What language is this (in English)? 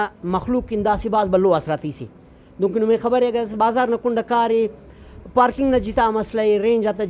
Brahui